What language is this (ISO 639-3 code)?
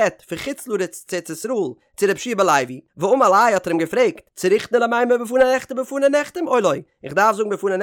yid